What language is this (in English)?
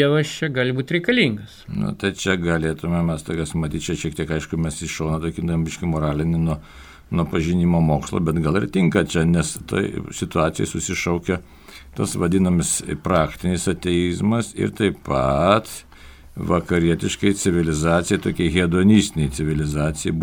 Lithuanian